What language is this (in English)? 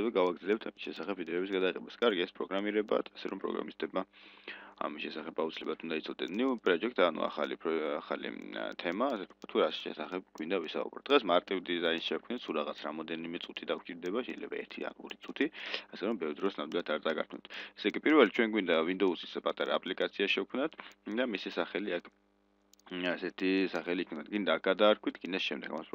Georgian